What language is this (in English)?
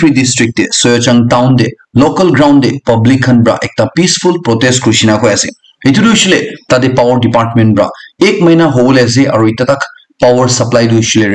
Naga Pidgin